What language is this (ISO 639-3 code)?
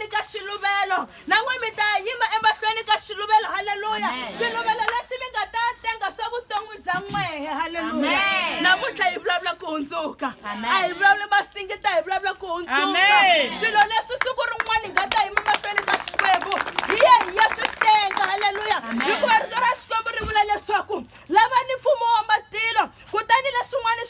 tso